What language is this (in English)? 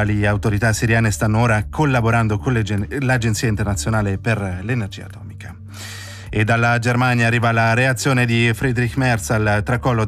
Italian